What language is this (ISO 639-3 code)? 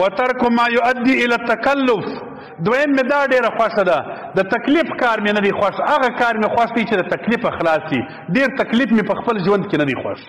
pus